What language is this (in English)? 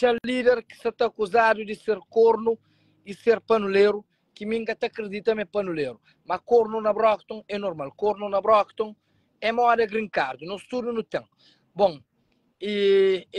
Kabuverdianu